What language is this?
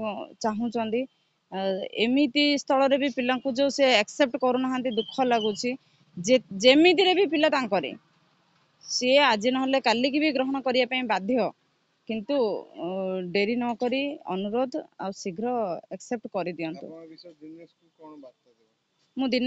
Odia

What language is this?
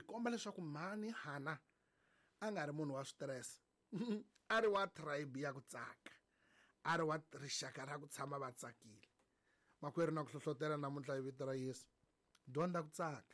Tsonga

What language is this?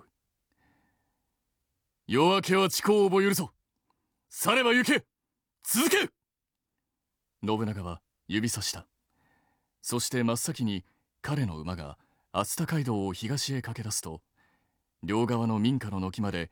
Japanese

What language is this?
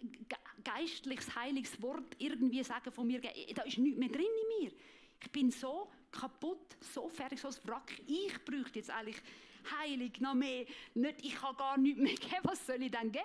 Swiss German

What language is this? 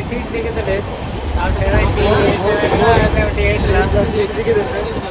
Tulu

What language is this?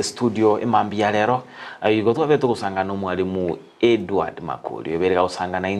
Gusii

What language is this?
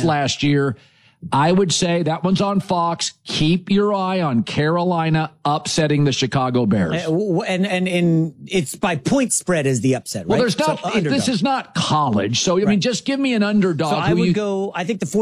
English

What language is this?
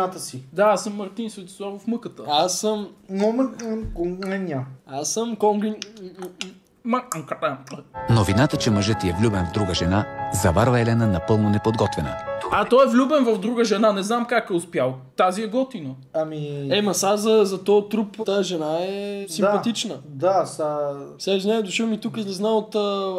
Bulgarian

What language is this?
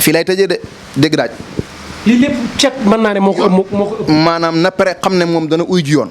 Wolof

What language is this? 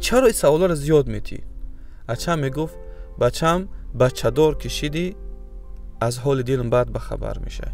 Tajik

